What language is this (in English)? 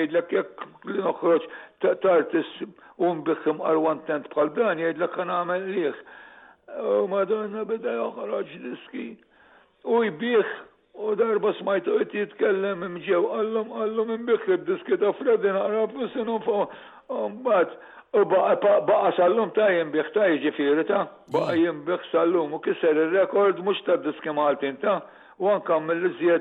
Maltese